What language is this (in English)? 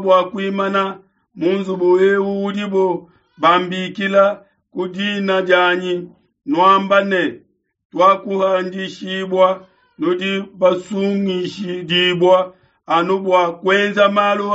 Luba-Lulua